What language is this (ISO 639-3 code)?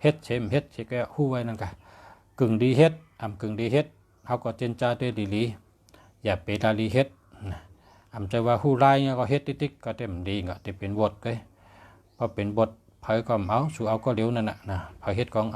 shn